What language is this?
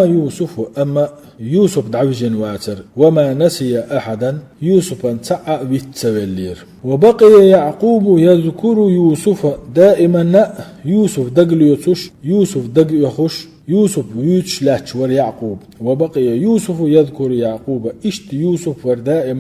Chechen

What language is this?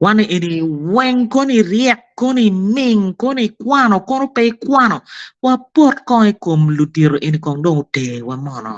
Acoli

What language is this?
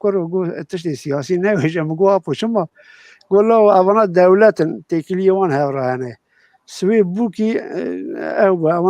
Kurdish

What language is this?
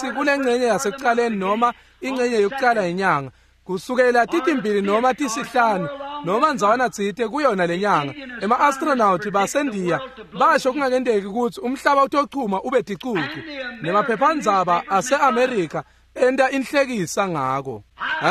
Swati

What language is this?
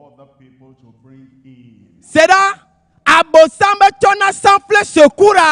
Ewe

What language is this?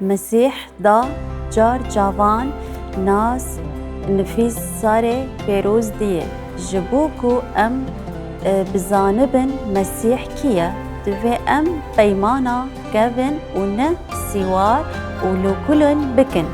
Kurdish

